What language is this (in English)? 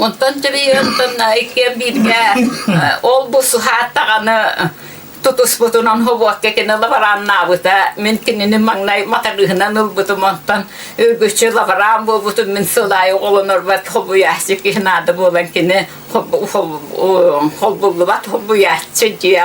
Yakut